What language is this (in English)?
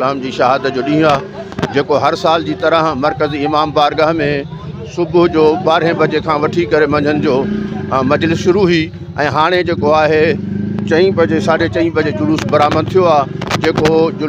Sindhi